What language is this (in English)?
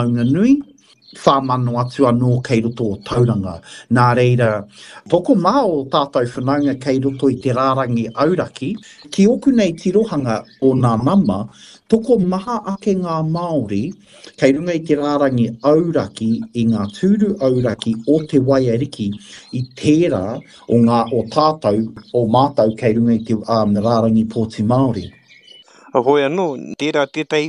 Māori